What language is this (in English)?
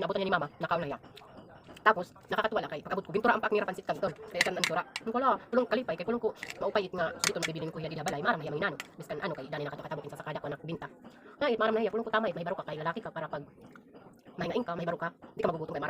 Waray